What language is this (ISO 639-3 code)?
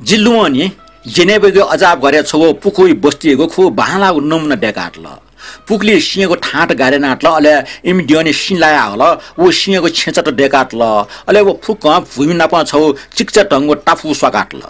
new